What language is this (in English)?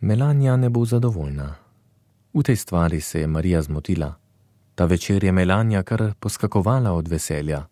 Slovenian